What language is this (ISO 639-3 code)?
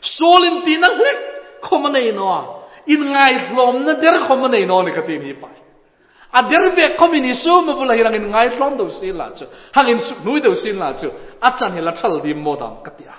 hmr